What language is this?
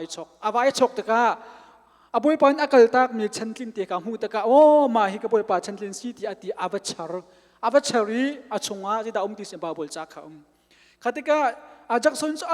Hakha Chin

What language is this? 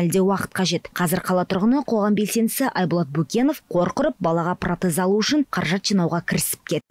Kazakh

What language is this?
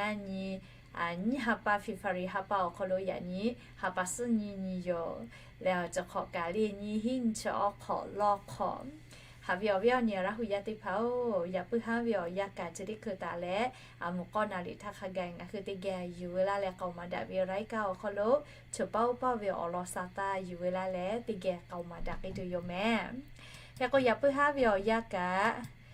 Lahu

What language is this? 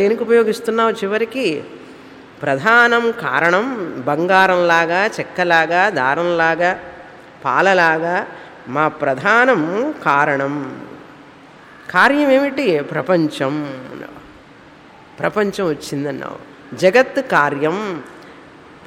Telugu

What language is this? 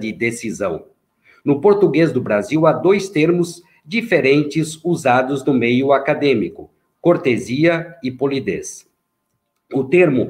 Portuguese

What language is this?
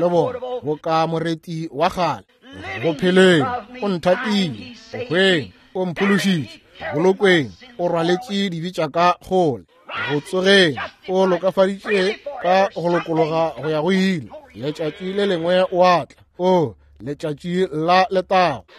Northern Sotho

